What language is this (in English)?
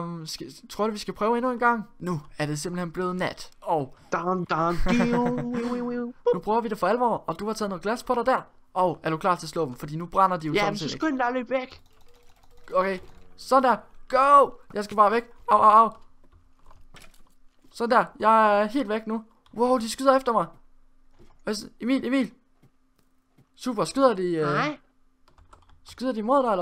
Danish